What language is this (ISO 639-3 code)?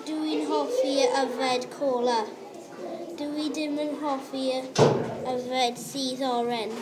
cym